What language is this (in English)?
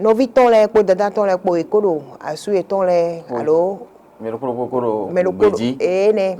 Fon